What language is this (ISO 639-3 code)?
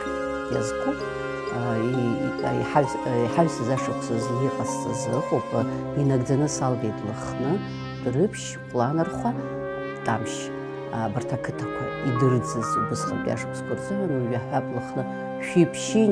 abk